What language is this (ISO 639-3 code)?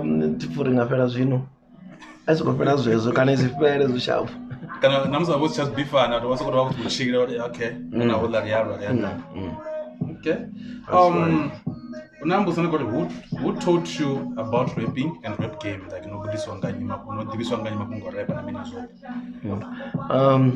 ven